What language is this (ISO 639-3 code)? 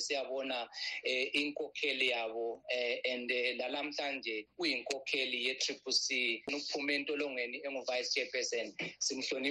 nde